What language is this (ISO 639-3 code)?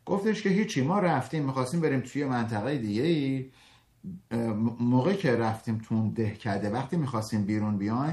fas